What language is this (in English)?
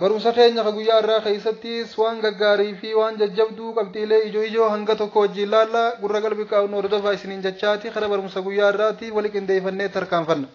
Oromo